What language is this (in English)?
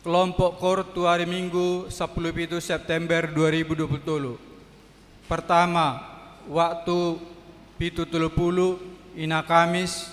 Batak Toba